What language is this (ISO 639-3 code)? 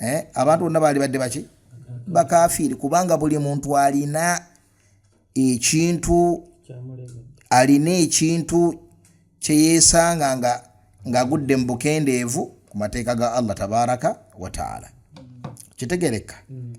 lug